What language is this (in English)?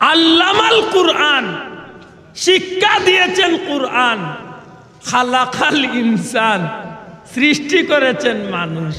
Sylheti